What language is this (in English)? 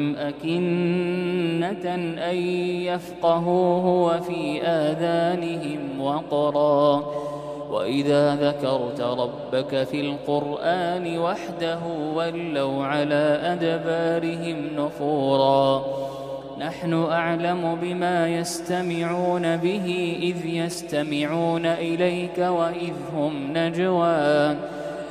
Arabic